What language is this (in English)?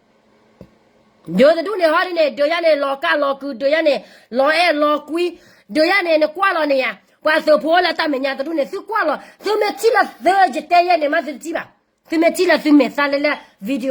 S'gaw Karen